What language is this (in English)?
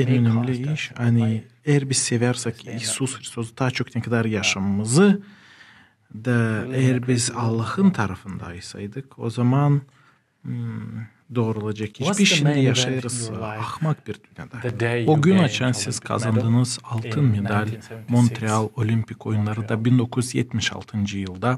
Gagauz